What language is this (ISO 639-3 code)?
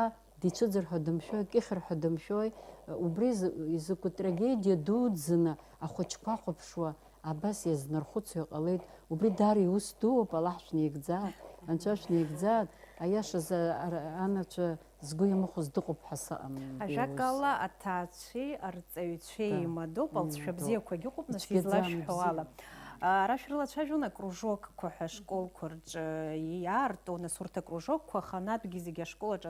abk